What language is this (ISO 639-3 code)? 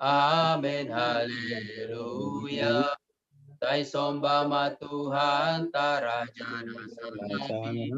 bts